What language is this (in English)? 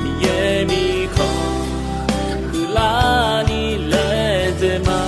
Akha